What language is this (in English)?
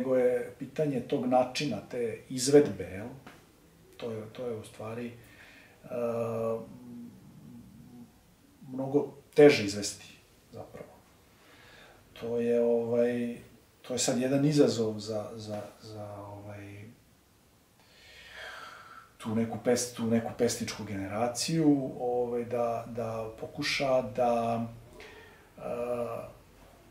Serbian